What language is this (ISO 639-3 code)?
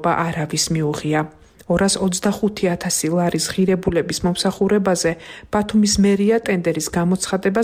kat